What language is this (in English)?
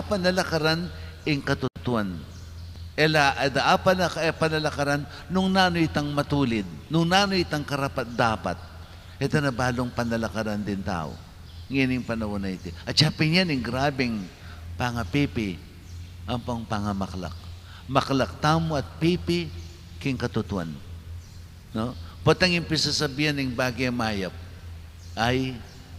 Pampanga